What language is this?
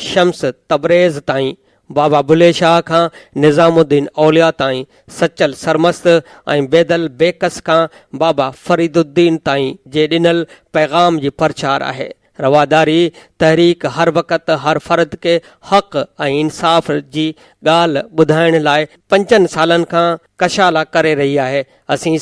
Sindhi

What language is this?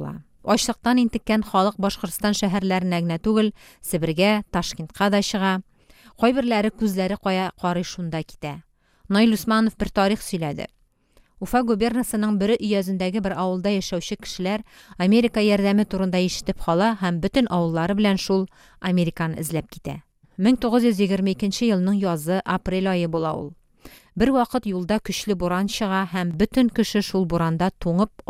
Tatar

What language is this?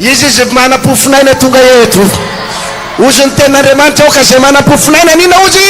Malagasy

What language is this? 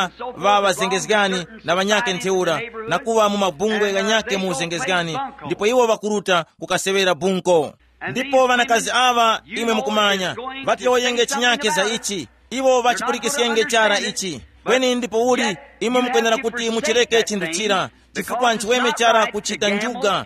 Tumbuka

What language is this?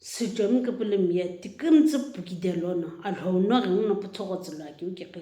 Sumi Naga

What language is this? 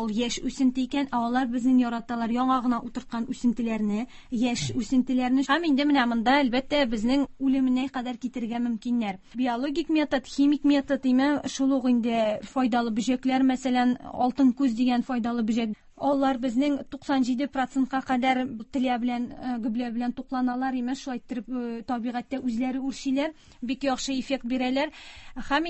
Tatar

